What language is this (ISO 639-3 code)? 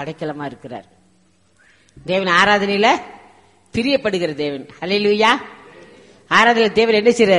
tam